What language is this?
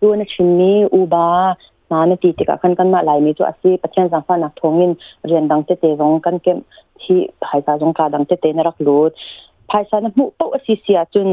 Hakha Chin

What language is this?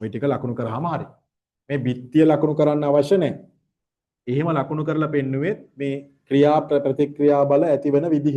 Sinhala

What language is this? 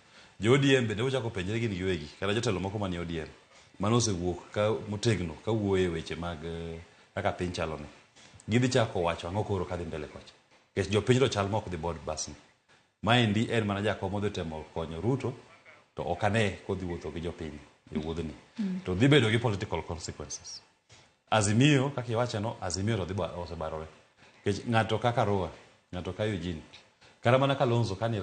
Luo (Kenya and Tanzania)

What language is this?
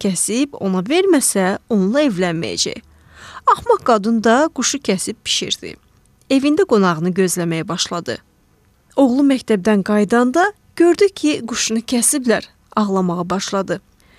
Azerbaijani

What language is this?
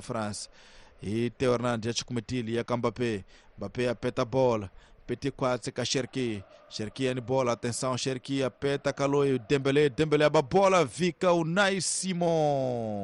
Tsonga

